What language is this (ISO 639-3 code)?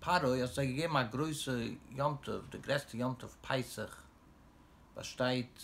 yid